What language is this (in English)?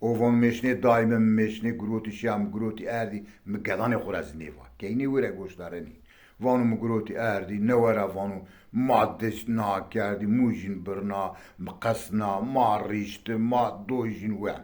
Zaza